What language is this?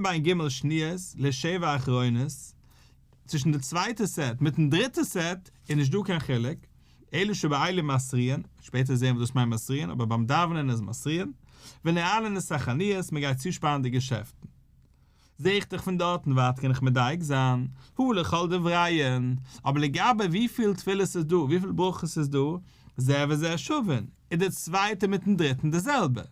Yiddish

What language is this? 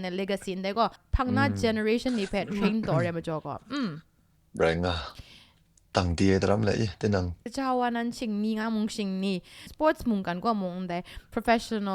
Kachin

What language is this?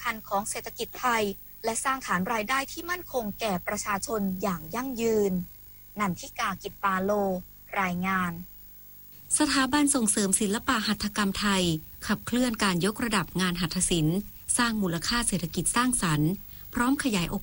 Thai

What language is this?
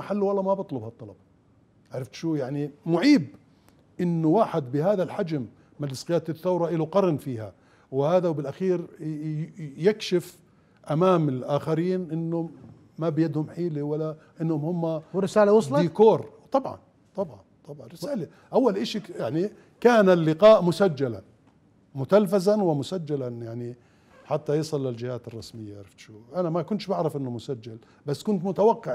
Mesopotamian Arabic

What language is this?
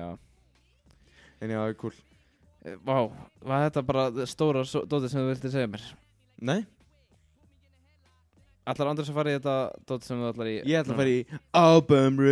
Icelandic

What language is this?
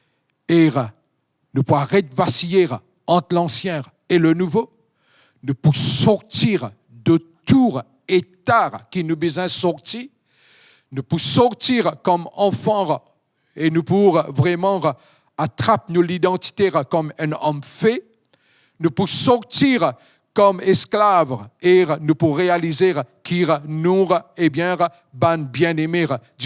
Morisyen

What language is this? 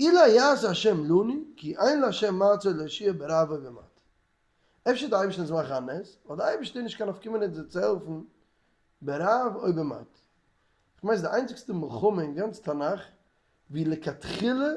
Yiddish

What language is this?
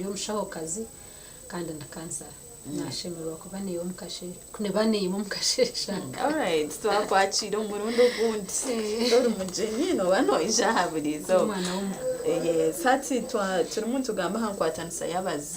Nyankole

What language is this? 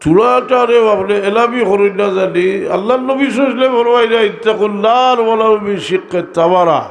Sylheti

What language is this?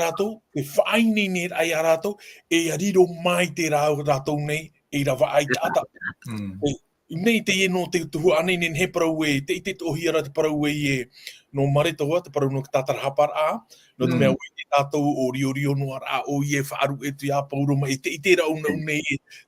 Tahitian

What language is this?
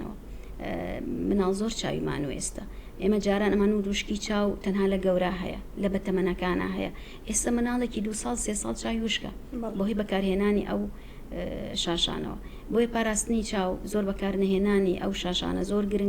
Central Kurdish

